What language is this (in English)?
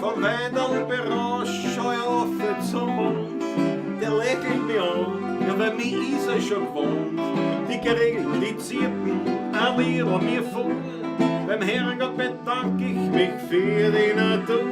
Bavarian